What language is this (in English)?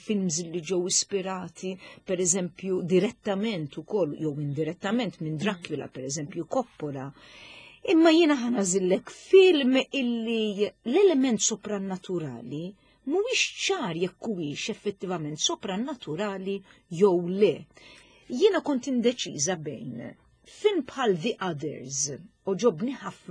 Maltese